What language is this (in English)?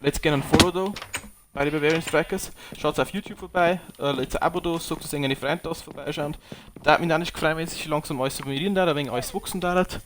Bavarian